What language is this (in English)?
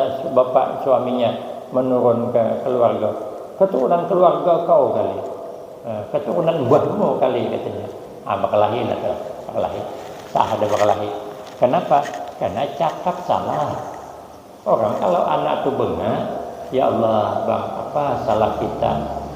Banjar